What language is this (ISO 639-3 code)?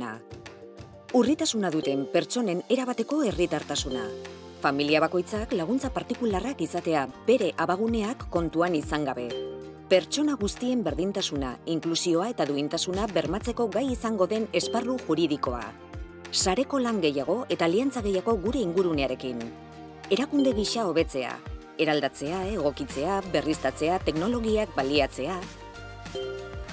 eus